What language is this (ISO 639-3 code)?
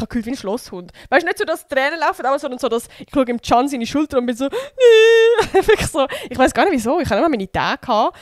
gsw